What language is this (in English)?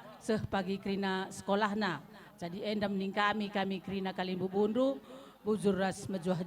Batak Karo